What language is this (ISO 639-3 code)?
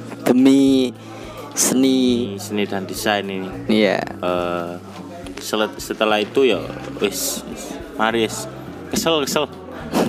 ind